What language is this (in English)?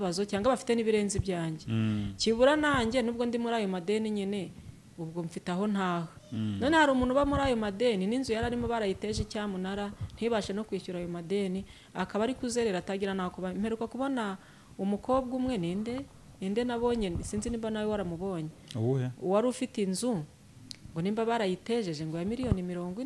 Kinyarwanda